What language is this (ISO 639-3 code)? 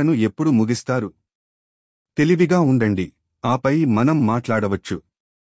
tel